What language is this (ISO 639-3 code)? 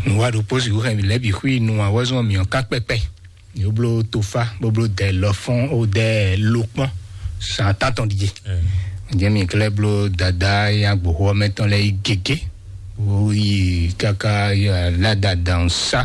fon